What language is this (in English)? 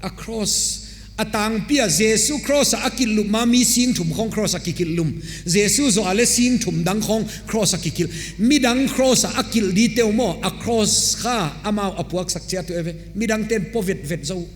Paite Chin